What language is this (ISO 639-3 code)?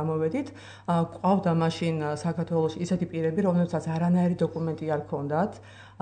kat